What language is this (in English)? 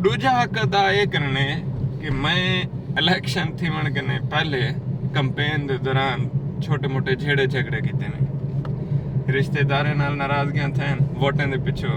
Saraiki